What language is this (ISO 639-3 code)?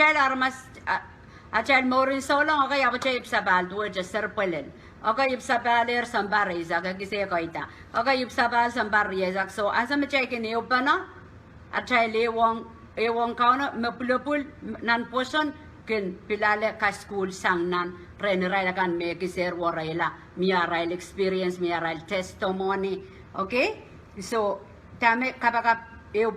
pon